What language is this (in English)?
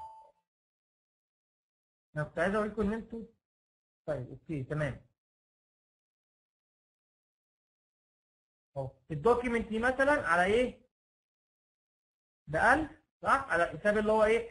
Egyptian Arabic